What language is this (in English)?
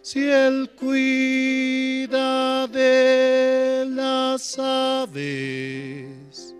South Bolivian Quechua